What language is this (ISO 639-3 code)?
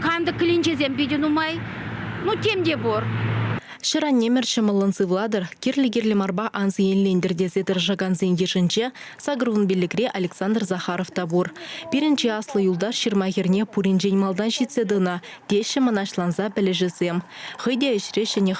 chv